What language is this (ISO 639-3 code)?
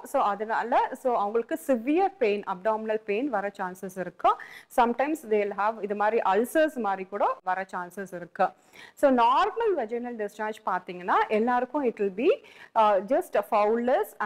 tam